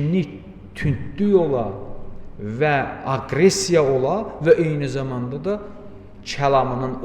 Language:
Azerbaijani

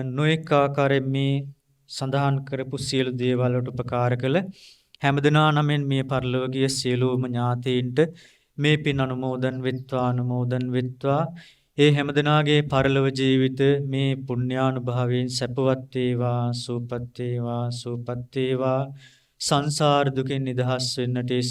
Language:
Sinhala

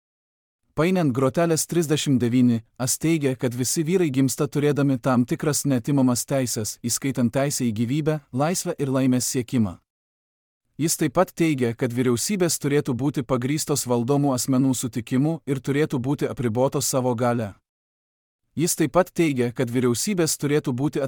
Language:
Lithuanian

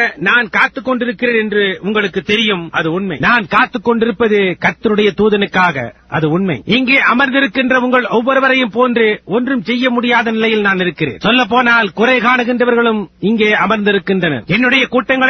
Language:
Tamil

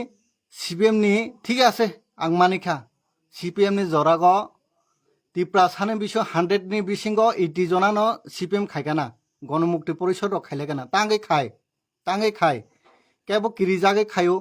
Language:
Kok Borok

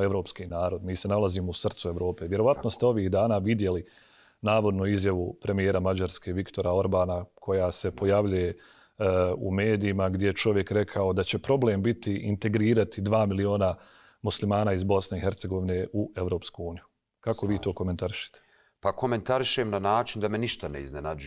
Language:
Bosnian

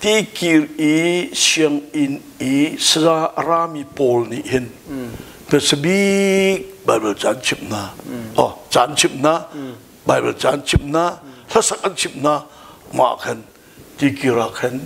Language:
Hakha Chin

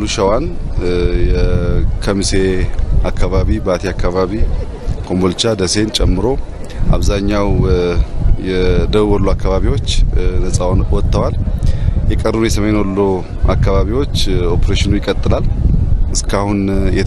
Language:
Amharic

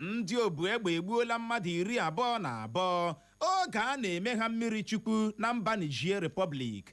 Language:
Igbo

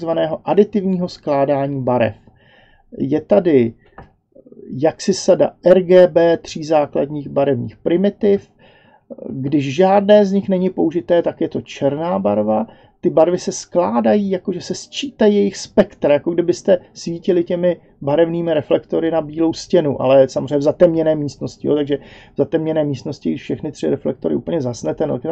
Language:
Czech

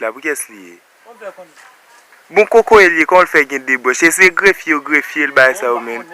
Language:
Haitian Creole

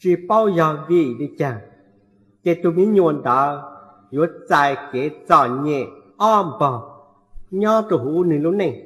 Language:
Hmong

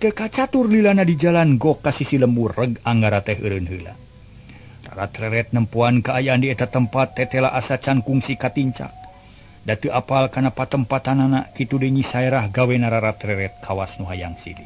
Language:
Sundanese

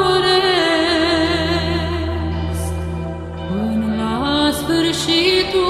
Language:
Romanian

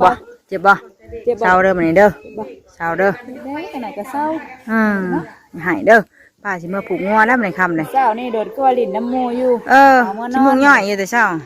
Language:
Northeastern Thai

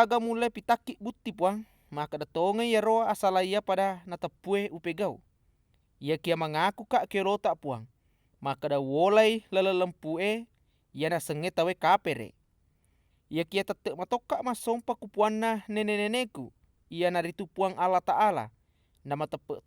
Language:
Buginese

